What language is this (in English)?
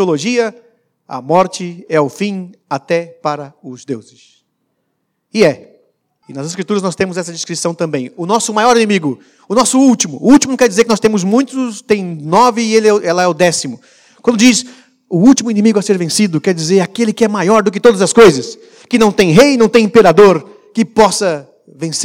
Portuguese